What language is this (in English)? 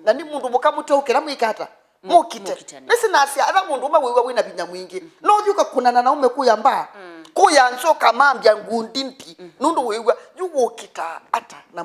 Kamba